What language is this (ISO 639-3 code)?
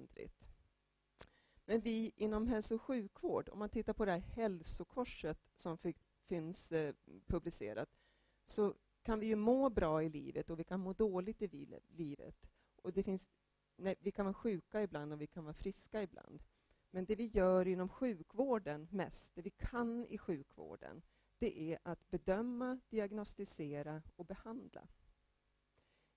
swe